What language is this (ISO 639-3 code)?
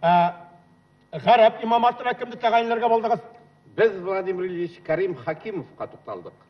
bak